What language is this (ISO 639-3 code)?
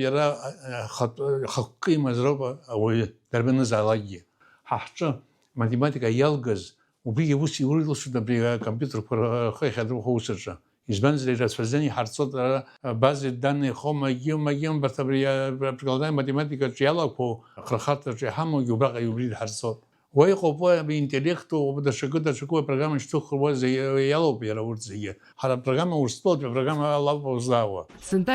abk